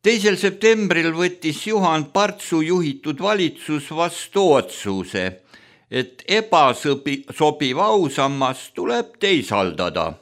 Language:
Estonian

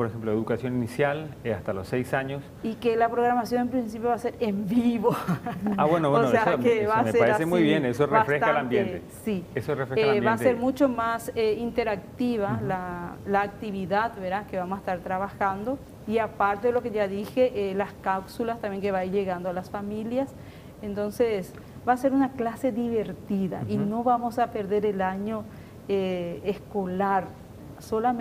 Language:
Spanish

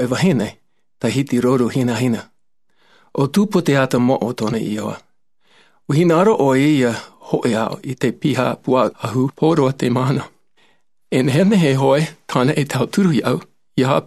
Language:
Tahitian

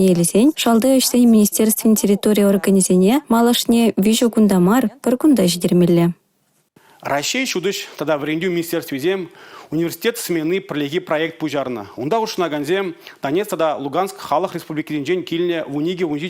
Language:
Chuvash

